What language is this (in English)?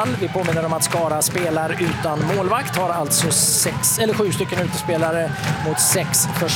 Swedish